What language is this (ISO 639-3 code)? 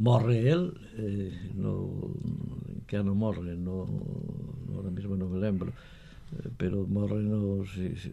glg